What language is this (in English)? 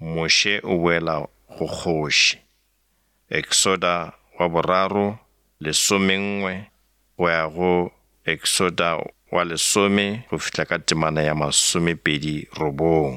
Northern Sotho